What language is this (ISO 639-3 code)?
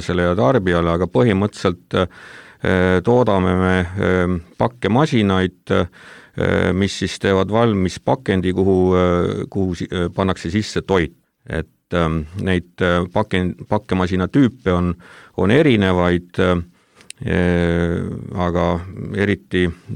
est